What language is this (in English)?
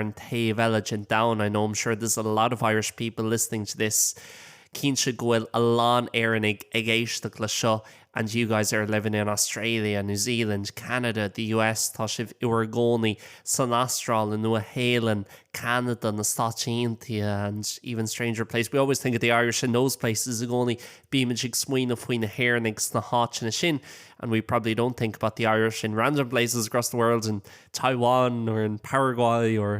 Irish